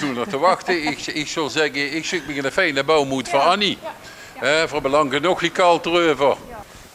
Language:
Limburgish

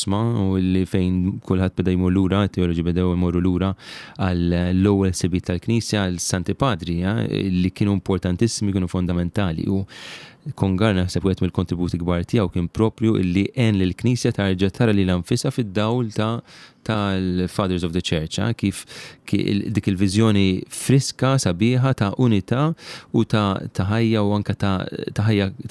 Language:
Maltese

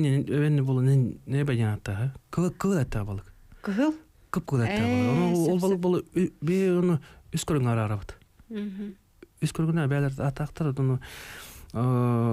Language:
Yakut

